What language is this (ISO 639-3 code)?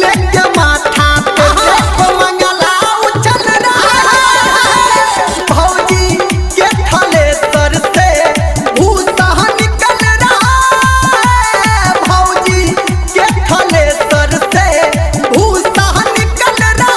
mai